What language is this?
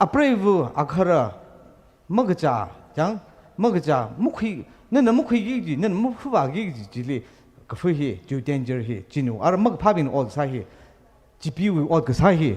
Tangkhul Naga (India)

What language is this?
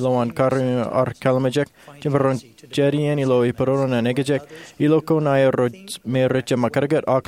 Marshallese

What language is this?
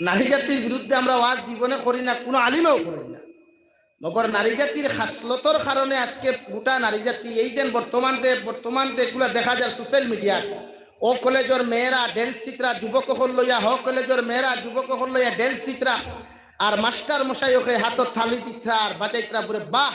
Sylheti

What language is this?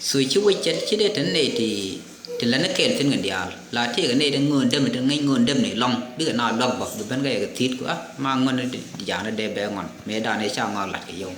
Nuer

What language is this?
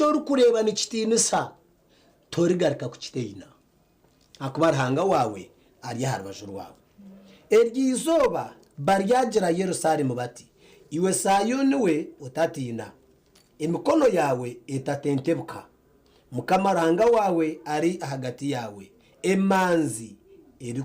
Nyankole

